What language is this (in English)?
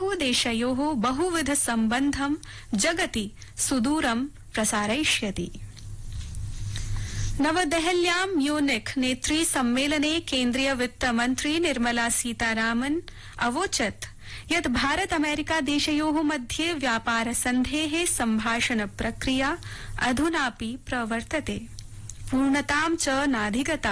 Sanskrit